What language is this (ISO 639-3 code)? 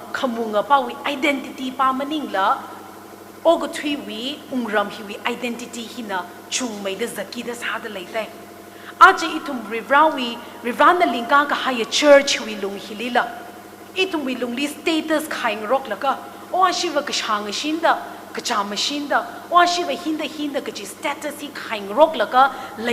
nmf